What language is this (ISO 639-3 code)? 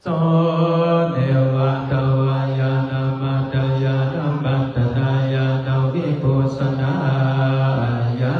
pli